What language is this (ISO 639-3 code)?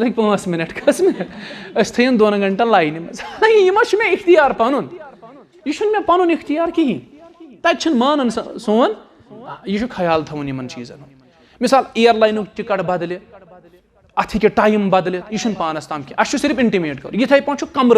kas